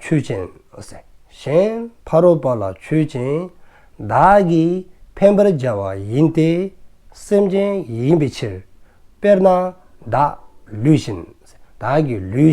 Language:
Dzongkha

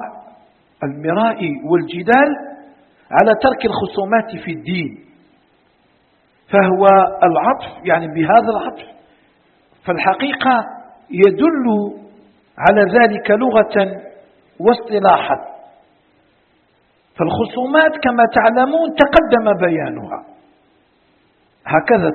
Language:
Arabic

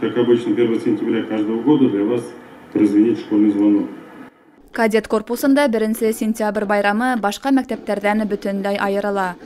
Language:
Bashkir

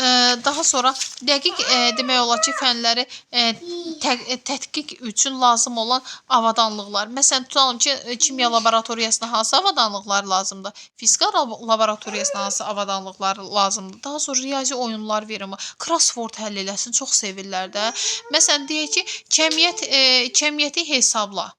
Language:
Azerbaijani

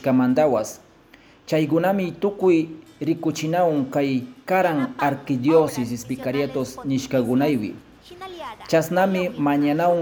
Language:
Chimborazo Highland Quichua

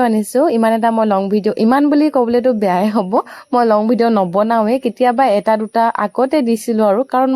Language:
Assamese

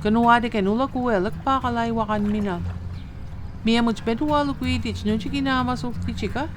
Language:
Mi'kmaw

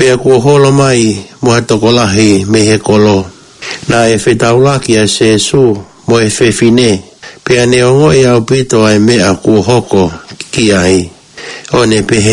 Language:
Tongan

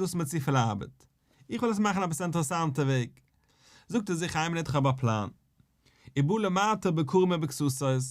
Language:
Yiddish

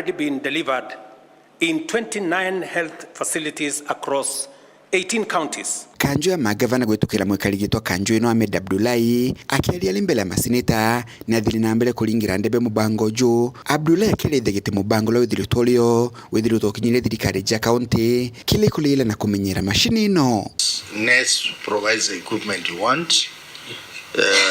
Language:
Meru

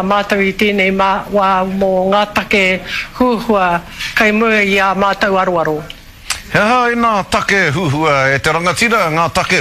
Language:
Māori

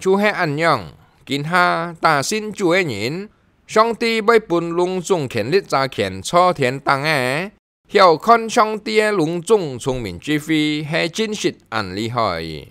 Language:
Hakka Chinese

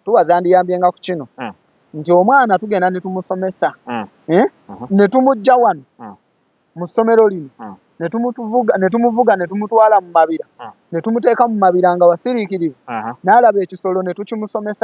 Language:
Ganda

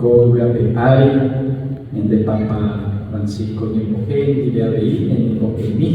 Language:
Guarani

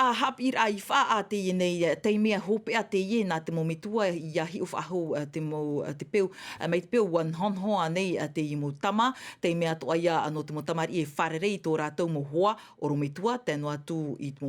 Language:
Tahitian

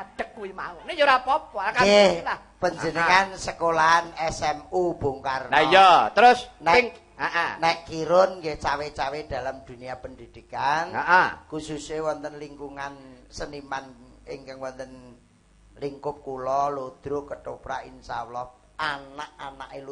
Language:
Javanese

